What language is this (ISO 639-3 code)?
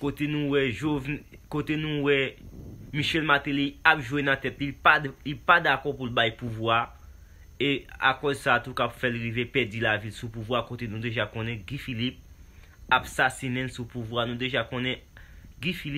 hat